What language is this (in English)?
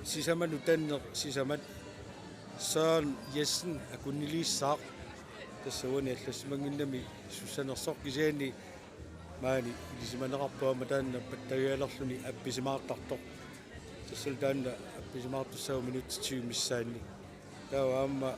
Kalaallisut